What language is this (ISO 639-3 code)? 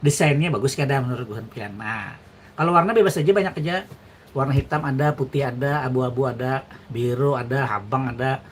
bjn